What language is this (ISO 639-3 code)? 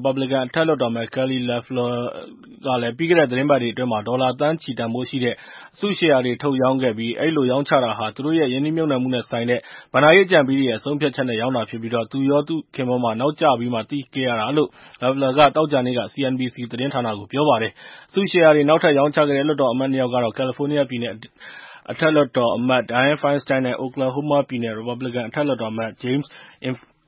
mya